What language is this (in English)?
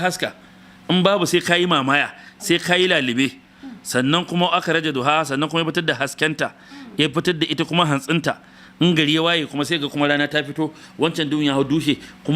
Hausa